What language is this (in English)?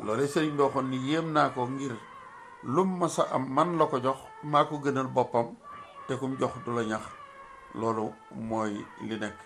Wolof